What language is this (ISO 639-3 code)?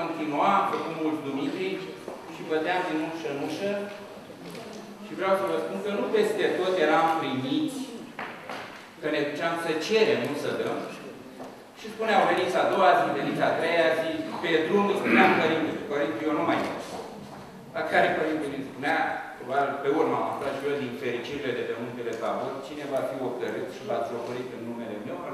ron